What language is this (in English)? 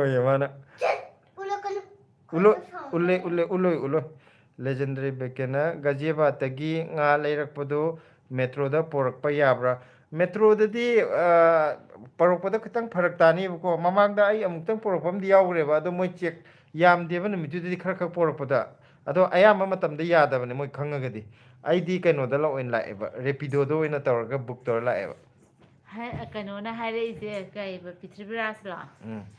Manipuri